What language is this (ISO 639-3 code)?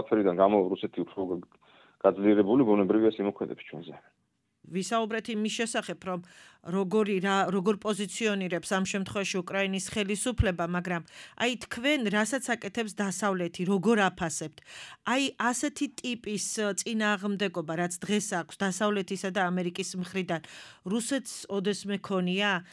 kat